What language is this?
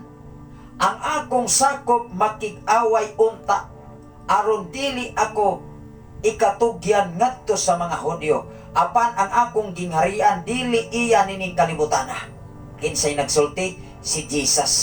Cebuano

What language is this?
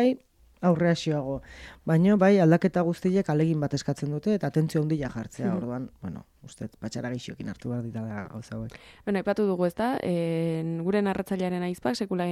Basque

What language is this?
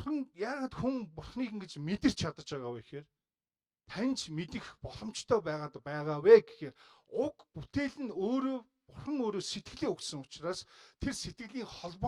Mongolian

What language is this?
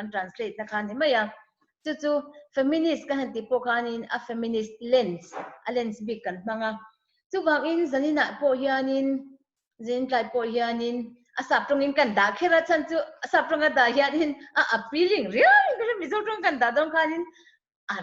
Mizo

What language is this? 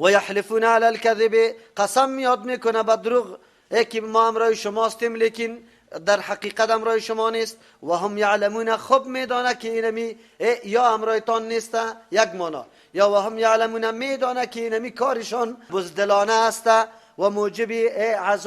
Persian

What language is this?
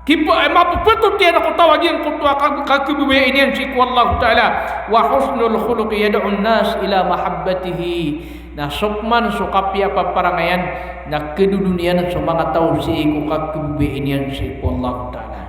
Maranao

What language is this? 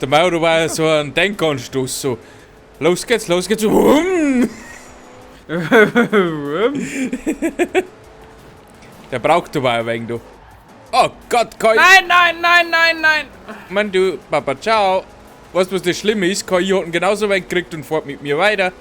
Bavarian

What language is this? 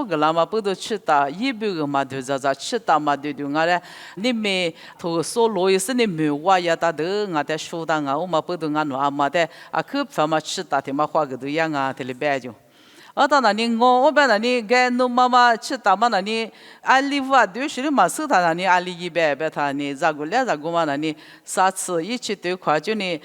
Lisu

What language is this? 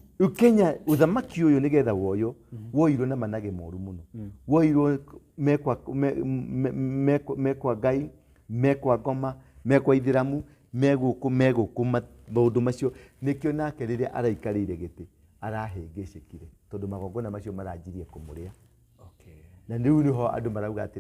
Kikuyu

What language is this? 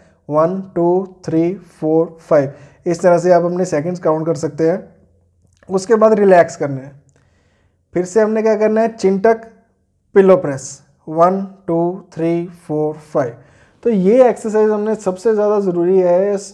Hindi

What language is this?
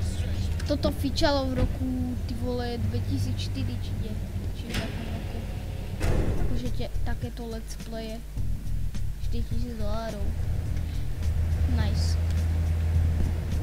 Slovak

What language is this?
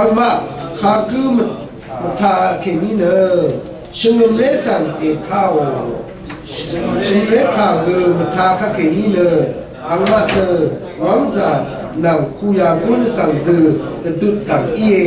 Rawang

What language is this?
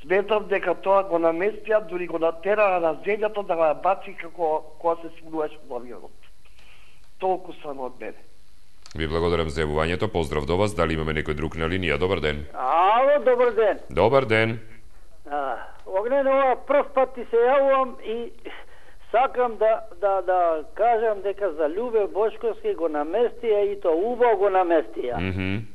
Macedonian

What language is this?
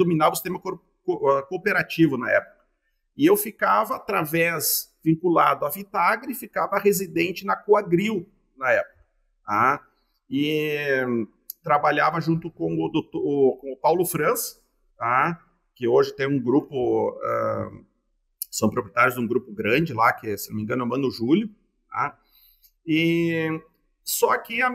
Portuguese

